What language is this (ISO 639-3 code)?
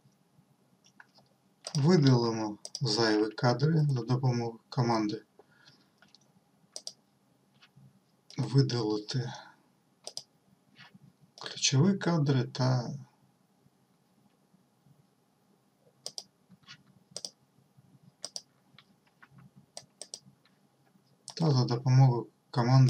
ukr